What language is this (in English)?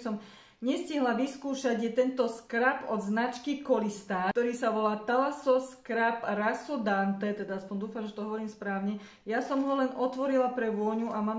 Slovak